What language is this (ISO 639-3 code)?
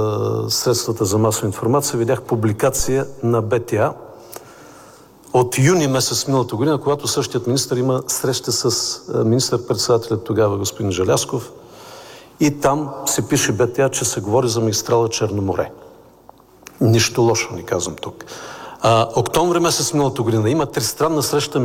bul